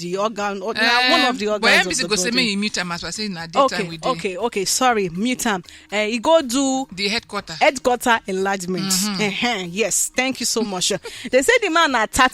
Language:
Nigerian Pidgin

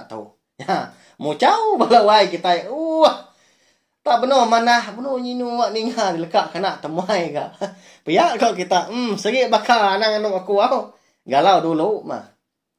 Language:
Iban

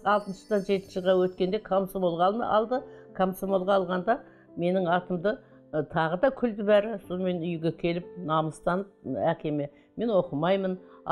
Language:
Kazakh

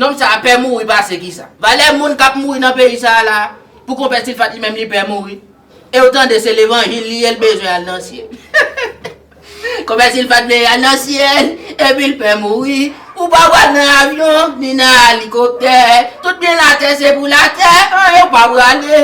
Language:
Haitian Creole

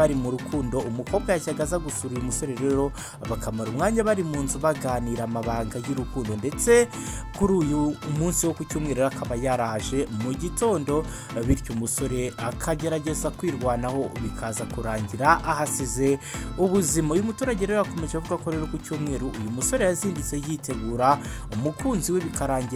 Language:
Kinyarwanda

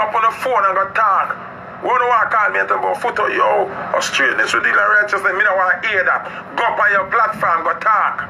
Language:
Jamaican Creole English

